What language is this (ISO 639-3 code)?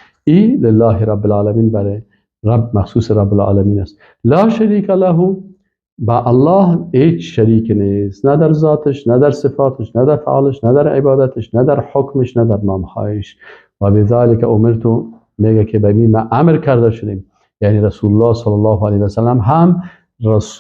fas